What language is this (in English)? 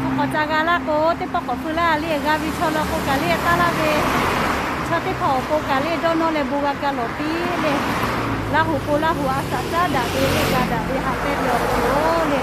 Lahu